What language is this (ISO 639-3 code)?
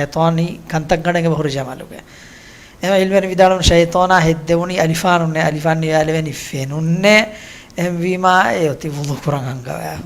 div